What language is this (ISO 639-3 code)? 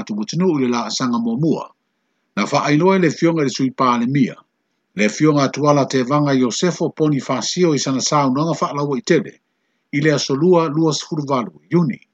smo